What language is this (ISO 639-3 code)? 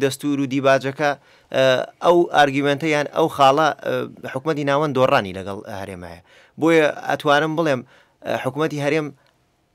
ckb